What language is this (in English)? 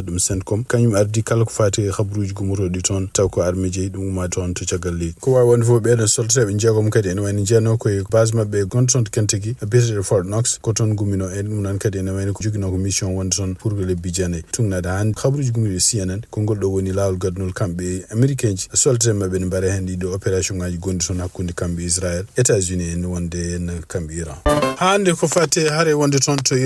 Fula